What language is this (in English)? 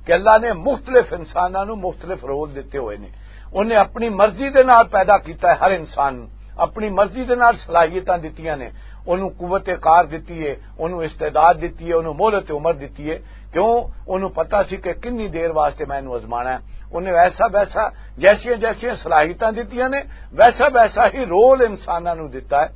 Western Panjabi